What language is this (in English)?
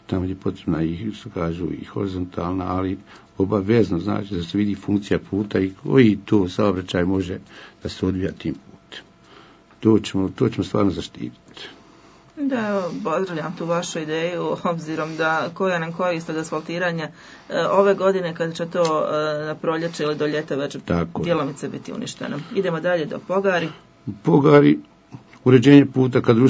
Bosnian